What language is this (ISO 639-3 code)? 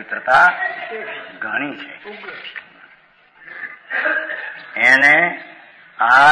guj